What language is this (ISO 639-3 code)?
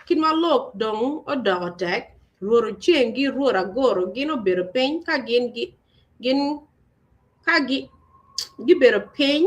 ach